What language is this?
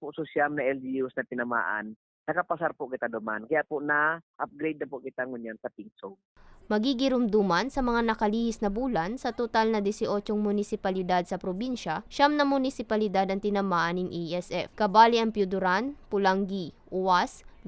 Bikol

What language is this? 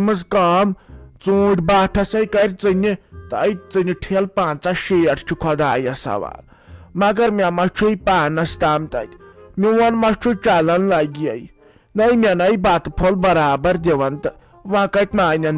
Kashmiri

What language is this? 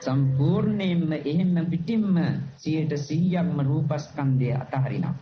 Sinhala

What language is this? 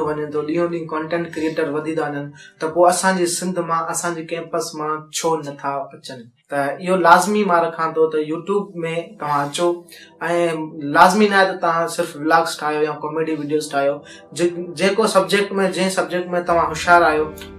Sindhi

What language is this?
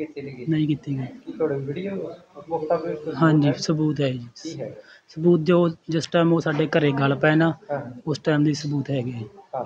Punjabi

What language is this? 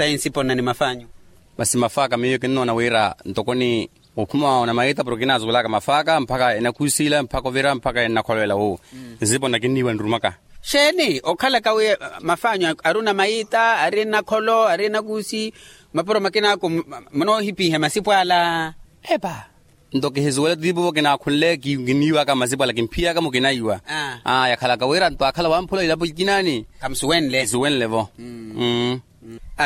Makhuwa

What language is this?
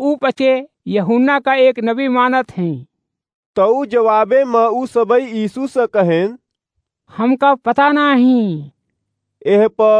Awadhi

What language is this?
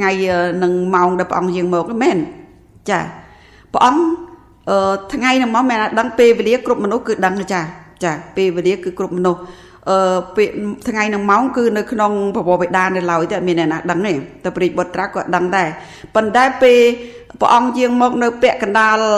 Khmer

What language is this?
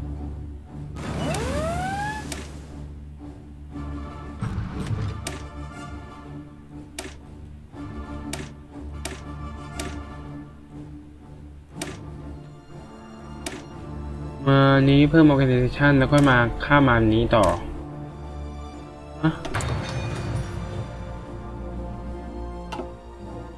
Thai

